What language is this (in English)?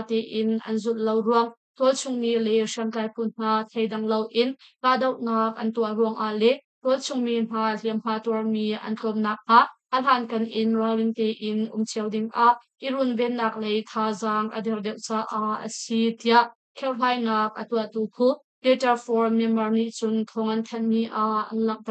Hakha Chin